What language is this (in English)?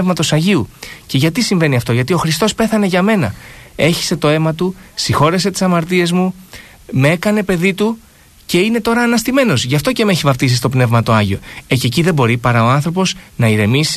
Greek